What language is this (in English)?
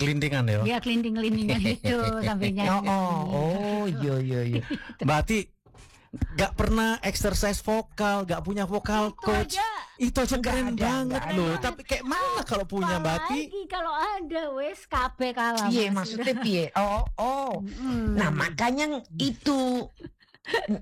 Indonesian